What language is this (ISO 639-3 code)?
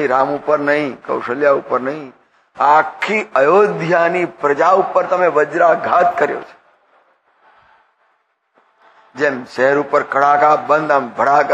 guj